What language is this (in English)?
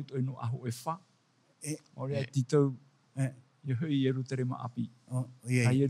Tahitian